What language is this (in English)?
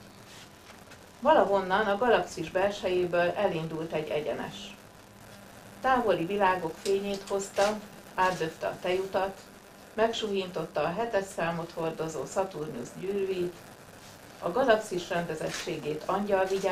Hungarian